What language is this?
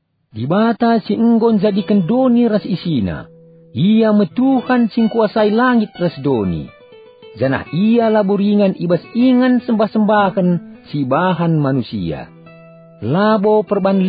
Batak Karo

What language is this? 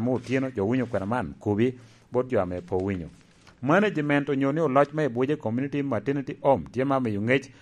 Lango (Uganda)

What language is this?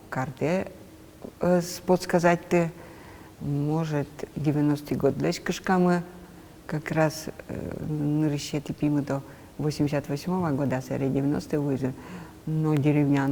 Udmurt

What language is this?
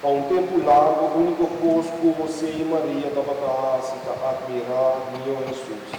Papiamento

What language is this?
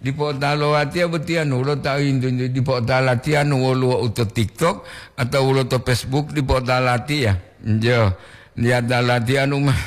Gorontalo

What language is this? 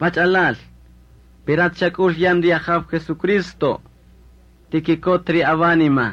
Kaqchikel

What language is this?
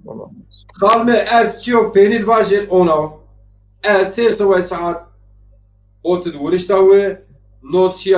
Zaza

